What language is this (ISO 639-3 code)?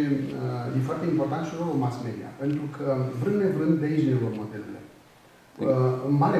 ron